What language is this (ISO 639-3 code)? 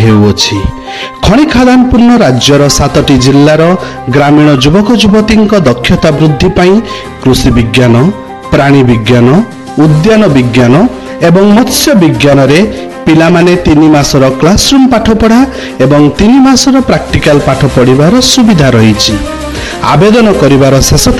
ori